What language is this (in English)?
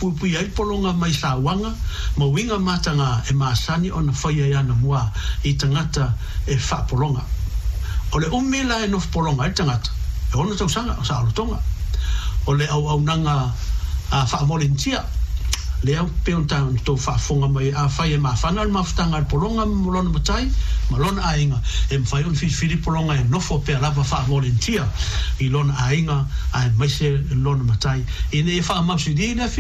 Samoan